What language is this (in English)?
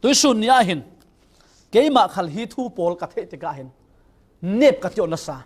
Falam Chin